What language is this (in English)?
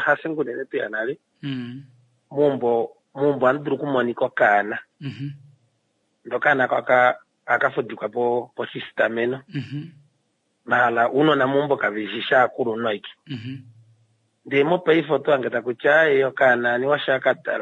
Kuanyama